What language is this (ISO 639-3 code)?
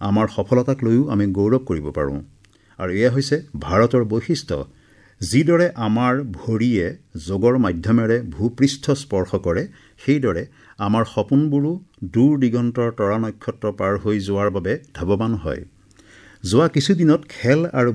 asm